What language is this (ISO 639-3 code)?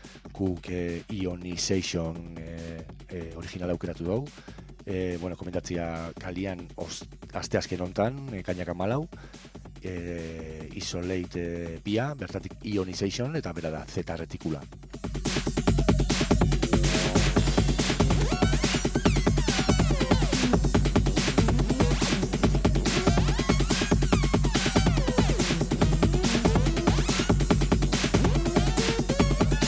eus